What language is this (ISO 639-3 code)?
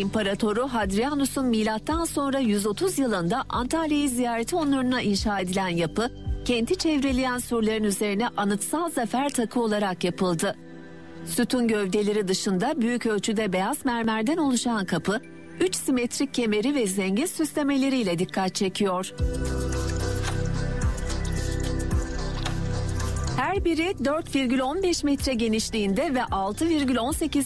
tur